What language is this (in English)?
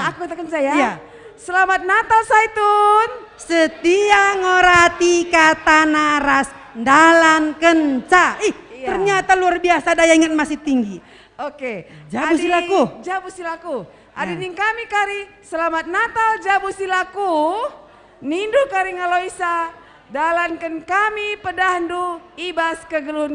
Batak Karo